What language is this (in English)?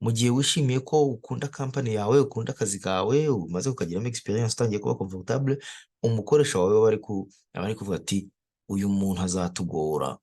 Kinyarwanda